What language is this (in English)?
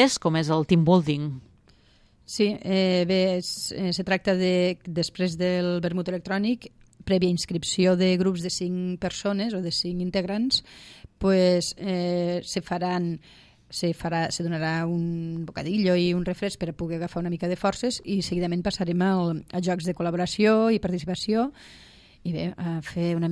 Catalan